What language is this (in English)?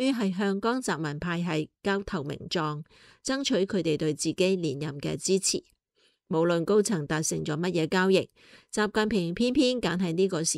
Cantonese